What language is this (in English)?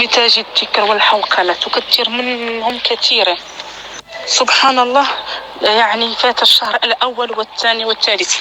North Levantine Arabic